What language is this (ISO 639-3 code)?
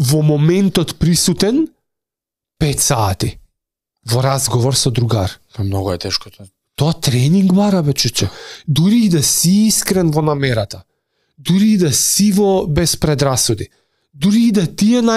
mkd